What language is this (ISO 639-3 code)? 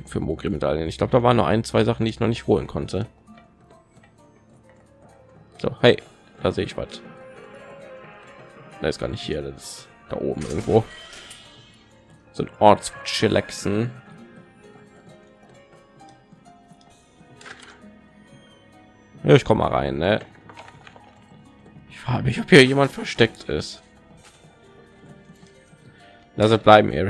deu